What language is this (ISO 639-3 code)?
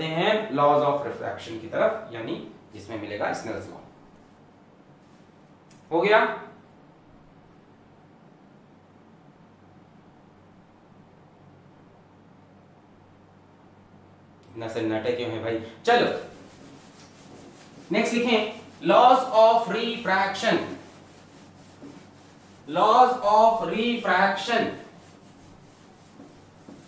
hin